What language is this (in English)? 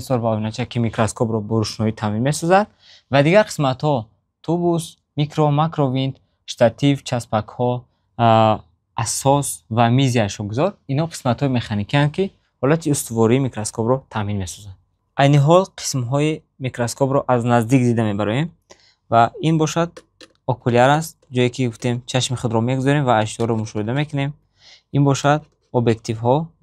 Tajik